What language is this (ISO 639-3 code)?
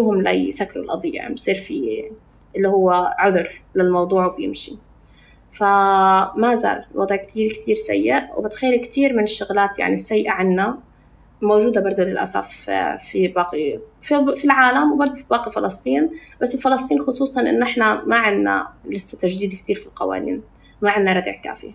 apc